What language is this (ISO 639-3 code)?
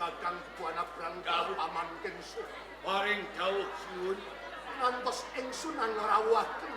jav